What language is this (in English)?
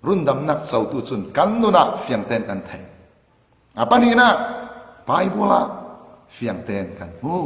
Falam Chin